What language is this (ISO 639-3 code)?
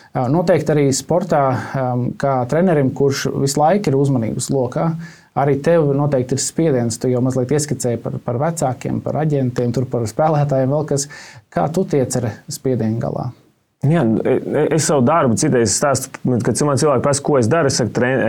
lav